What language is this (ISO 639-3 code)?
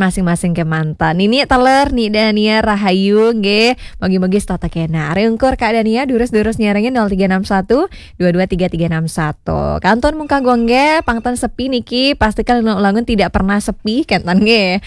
ban